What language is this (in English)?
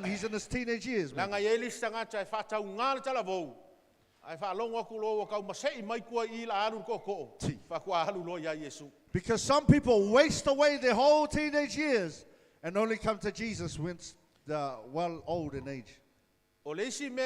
Samoan